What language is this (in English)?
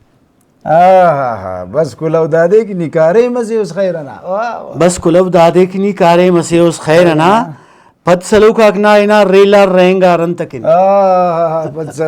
Brahui